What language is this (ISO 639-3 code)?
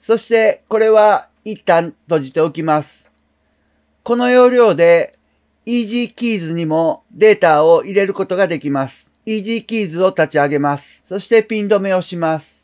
jpn